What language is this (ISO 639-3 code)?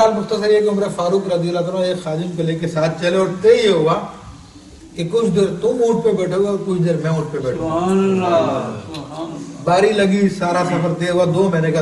urd